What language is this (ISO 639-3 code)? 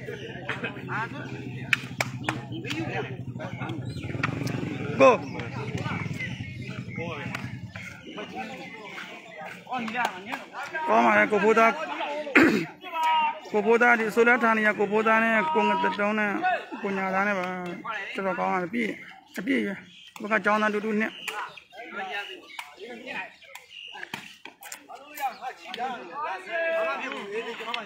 mya